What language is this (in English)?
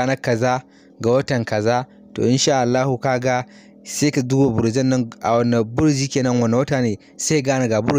Hausa